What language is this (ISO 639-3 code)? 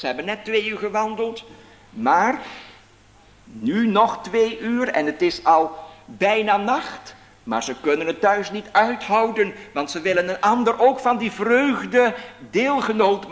nld